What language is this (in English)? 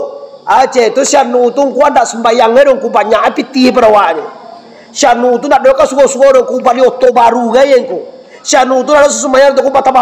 Minangkabau